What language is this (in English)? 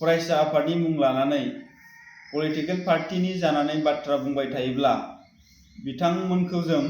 Bodo